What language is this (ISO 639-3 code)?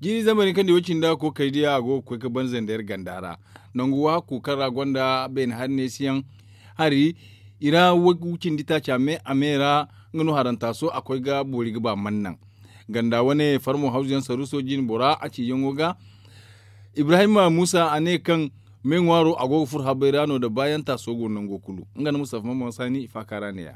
dje